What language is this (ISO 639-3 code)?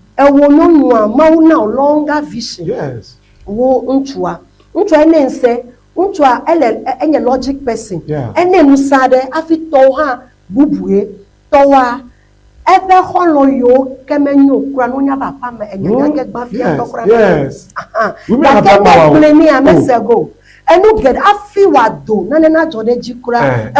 ewe